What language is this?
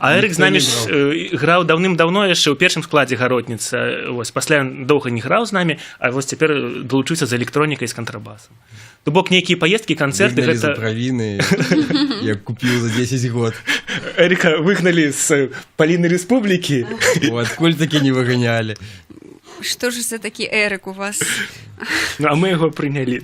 Belarusian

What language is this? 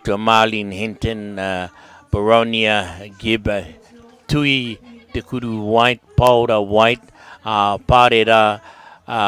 Māori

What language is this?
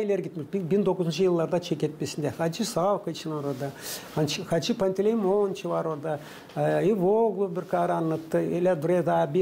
Gagauz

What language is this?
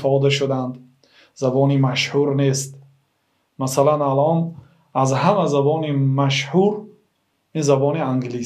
Tajik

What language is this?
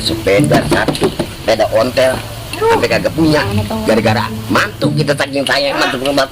Betawi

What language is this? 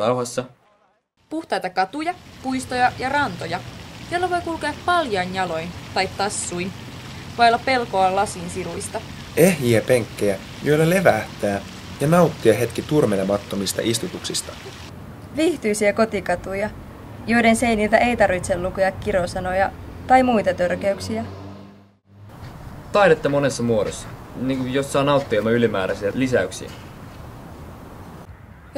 Finnish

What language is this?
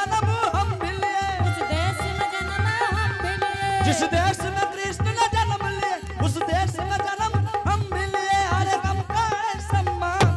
Angika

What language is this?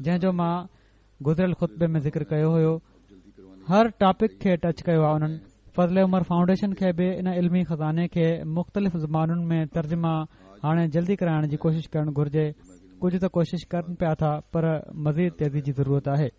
Sindhi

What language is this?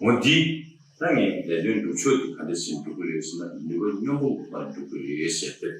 Tibetan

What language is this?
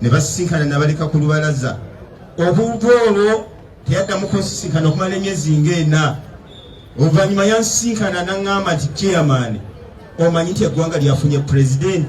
Ganda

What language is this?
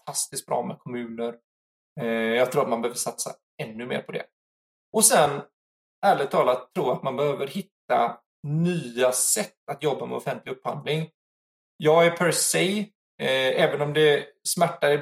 Swedish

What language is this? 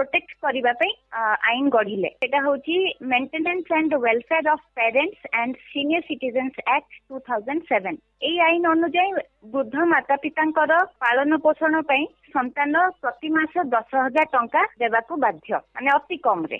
Odia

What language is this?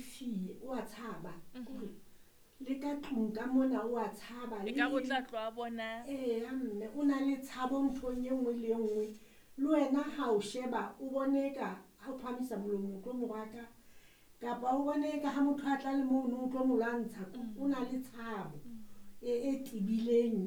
Southern Sotho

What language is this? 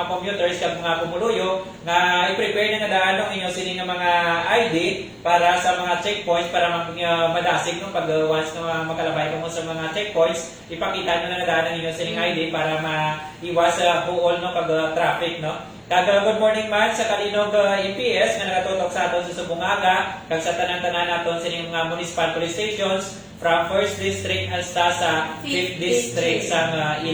Hiligaynon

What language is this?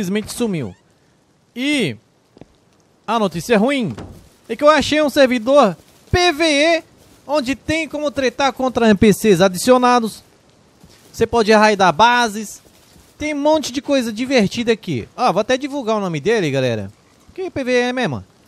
Portuguese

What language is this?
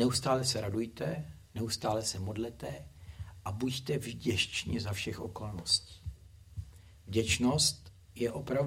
Czech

